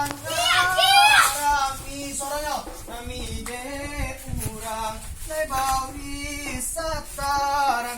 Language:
Minangkabau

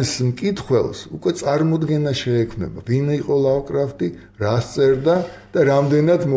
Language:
Georgian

